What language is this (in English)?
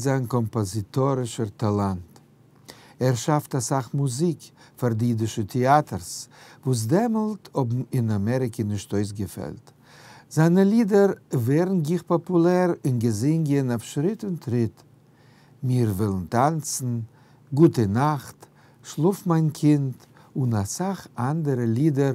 Yiddish